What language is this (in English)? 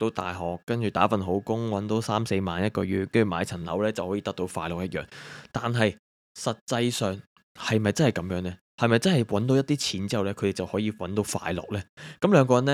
Cantonese